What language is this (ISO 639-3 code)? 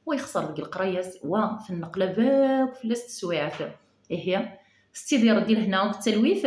kab